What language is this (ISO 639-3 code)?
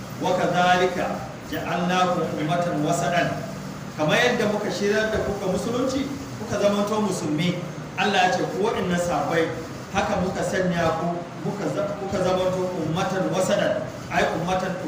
hau